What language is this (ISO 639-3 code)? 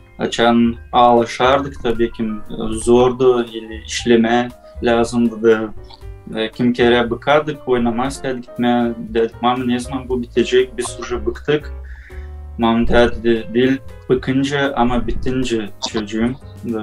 gag